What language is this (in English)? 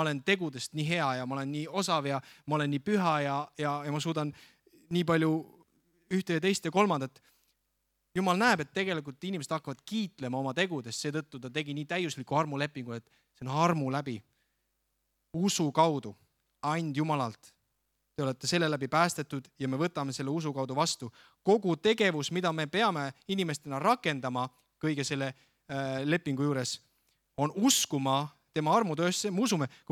Estonian